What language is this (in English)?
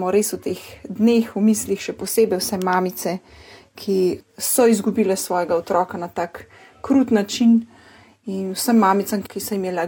Slovenian